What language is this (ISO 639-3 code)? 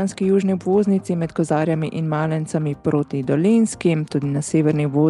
slv